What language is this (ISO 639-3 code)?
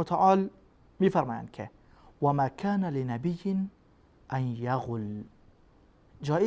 fas